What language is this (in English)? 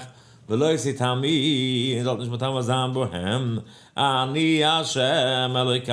Yiddish